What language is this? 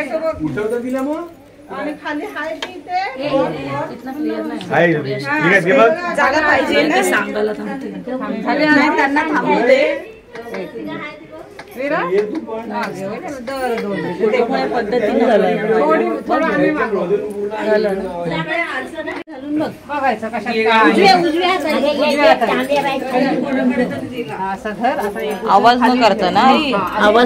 Marathi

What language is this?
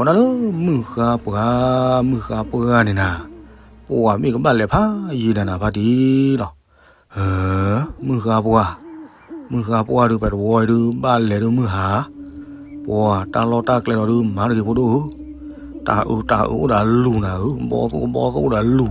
S'gaw Karen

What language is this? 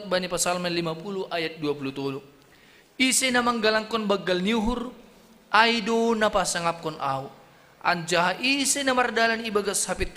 Batak Simalungun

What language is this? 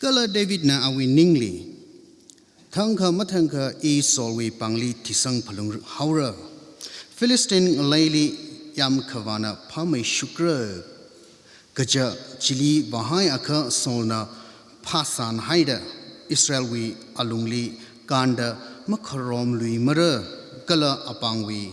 Tangkhul Naga (India)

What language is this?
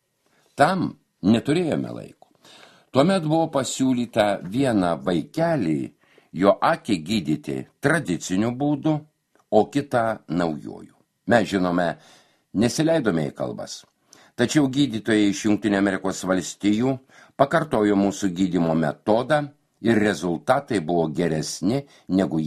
Lithuanian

